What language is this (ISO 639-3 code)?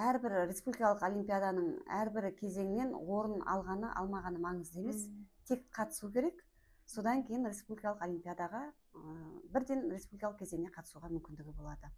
kaz